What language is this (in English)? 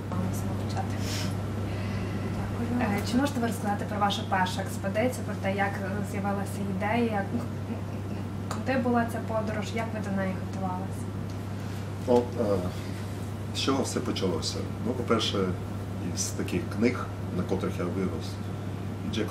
Ukrainian